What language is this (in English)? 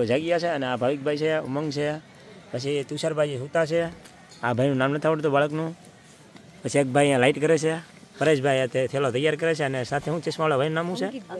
Gujarati